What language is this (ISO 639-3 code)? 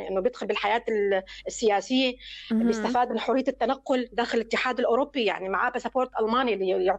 apc